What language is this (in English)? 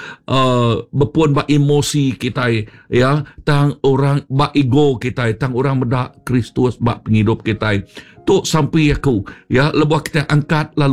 Iban